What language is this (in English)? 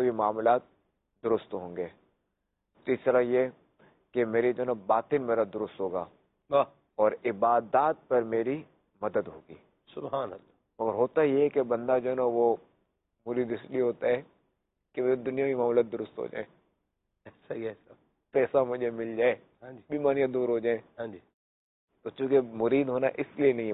Urdu